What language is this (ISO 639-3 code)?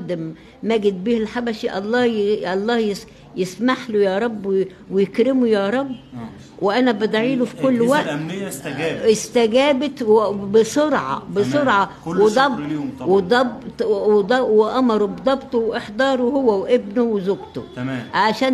arz